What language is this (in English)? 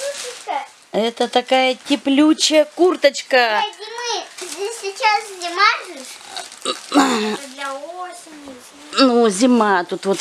Russian